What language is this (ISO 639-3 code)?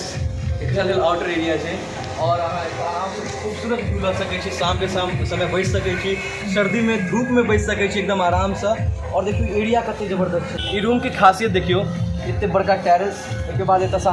mai